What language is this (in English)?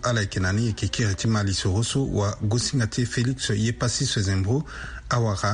Sango